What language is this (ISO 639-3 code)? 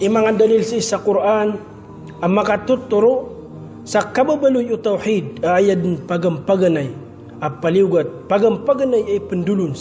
mrw